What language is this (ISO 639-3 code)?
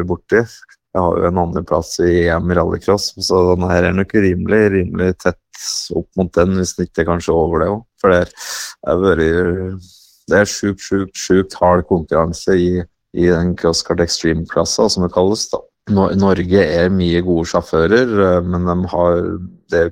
nor